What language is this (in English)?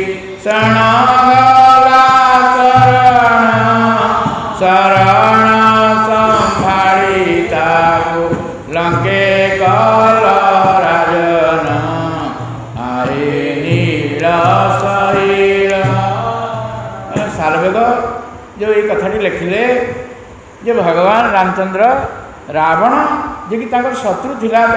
Odia